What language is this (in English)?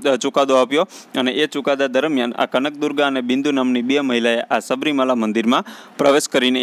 Gujarati